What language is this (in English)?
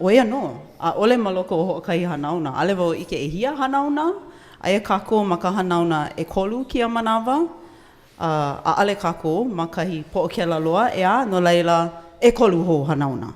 Hawaiian